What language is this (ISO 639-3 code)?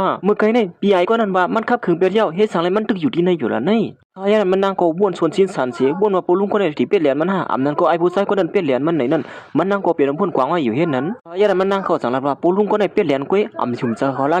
shn